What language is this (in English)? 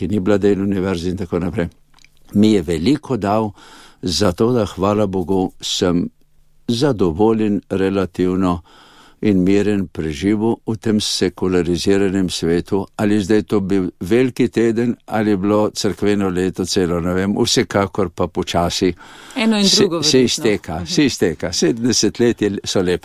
Slovenian